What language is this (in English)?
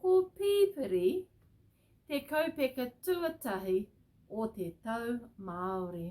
Māori